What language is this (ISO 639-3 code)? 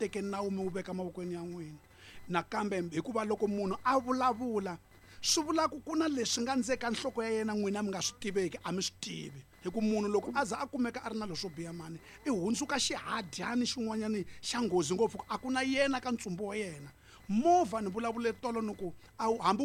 tso